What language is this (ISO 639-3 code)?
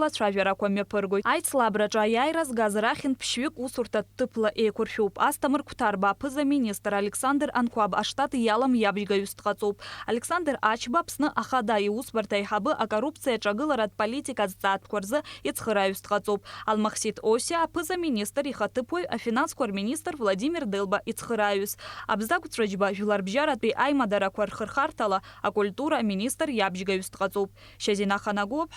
abk